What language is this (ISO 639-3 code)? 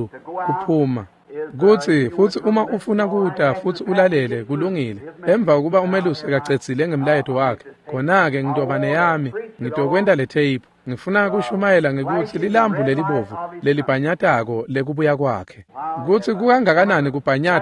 ssw